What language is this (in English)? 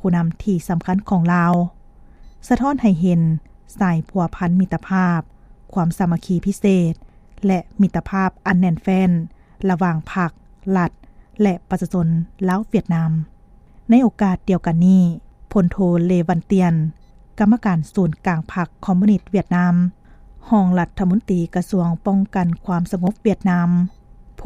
Lao